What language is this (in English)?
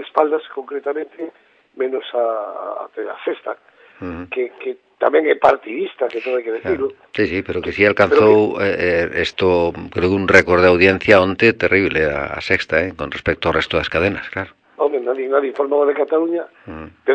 Galician